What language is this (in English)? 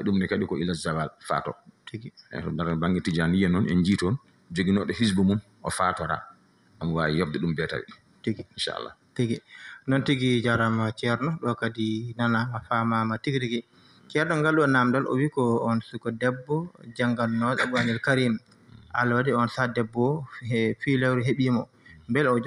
Fula